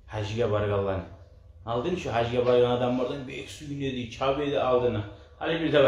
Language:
Kumyk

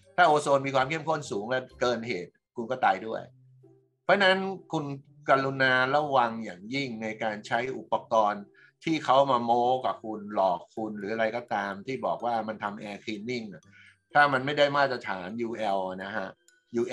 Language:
Thai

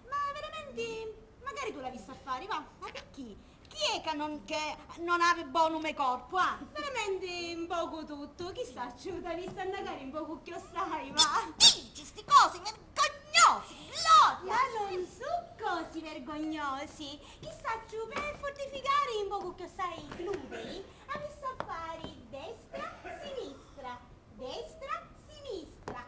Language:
Sicilian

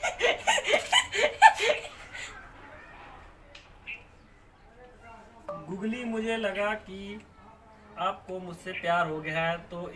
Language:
Hindi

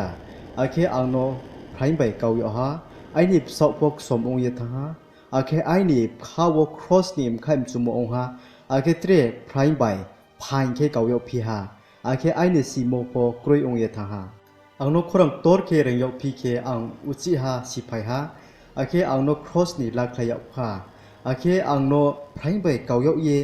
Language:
Riang (India)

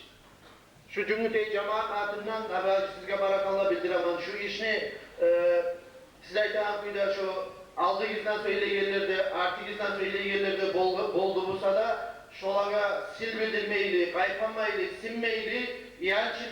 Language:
Kumyk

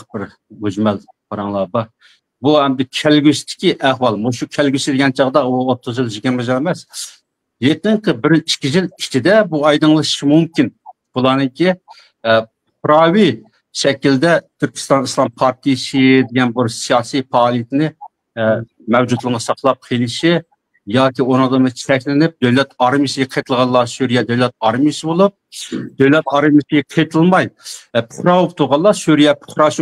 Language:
Uyghur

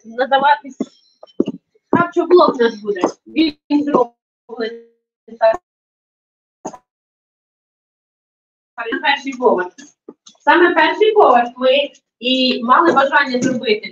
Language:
Ukrainian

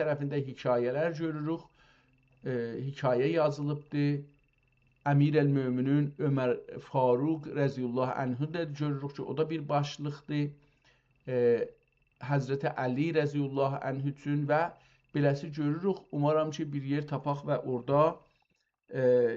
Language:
South Azerbaijani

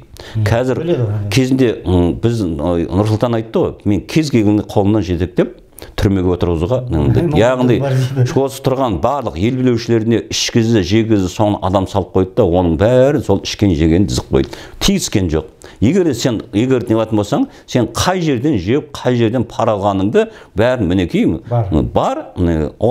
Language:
Kazakh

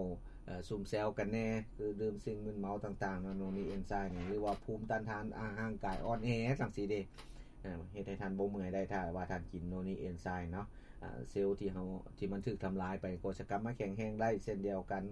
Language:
Lao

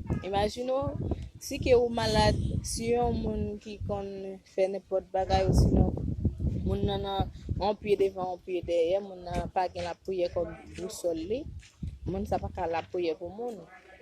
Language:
Haitian Creole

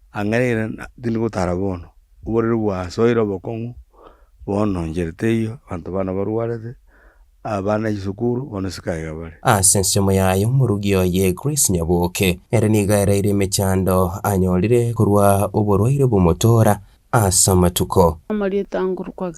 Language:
Gusii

